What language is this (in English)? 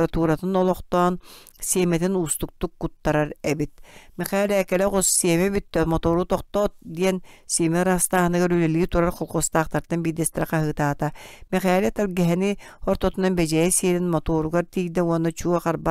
Yakut